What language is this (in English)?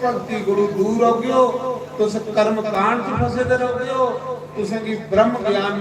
Dogri